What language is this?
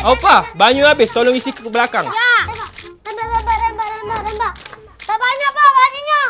Musi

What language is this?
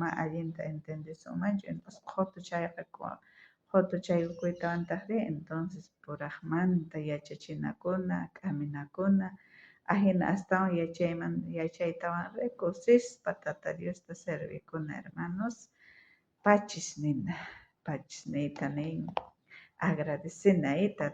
South Bolivian Quechua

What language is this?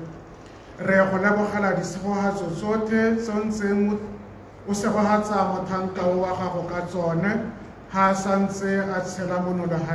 Tswana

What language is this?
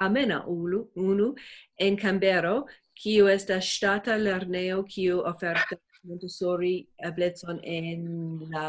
Esperanto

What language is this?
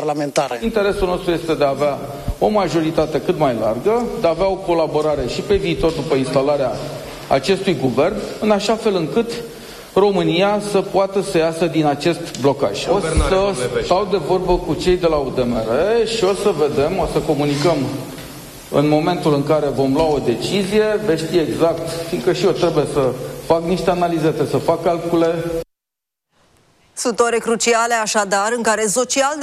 Romanian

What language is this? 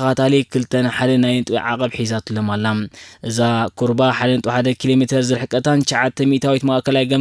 Tigrinya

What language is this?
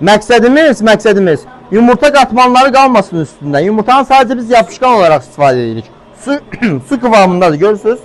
Azerbaijani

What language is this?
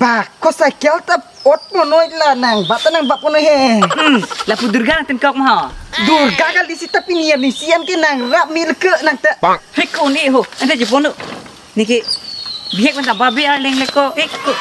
Karbi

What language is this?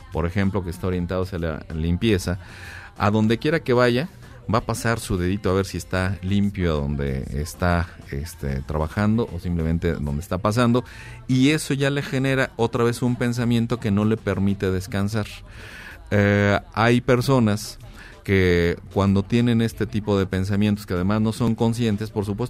Spanish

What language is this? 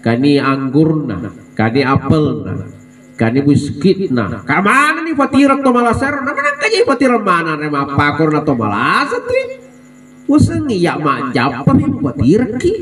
Buginese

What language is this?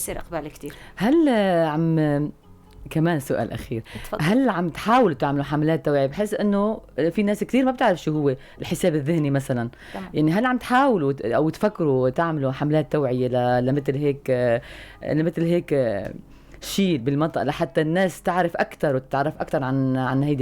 North Levantine Arabic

